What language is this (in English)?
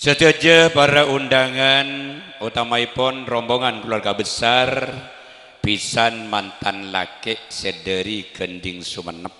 Madurese